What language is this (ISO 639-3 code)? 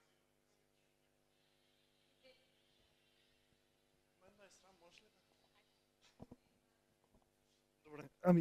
bul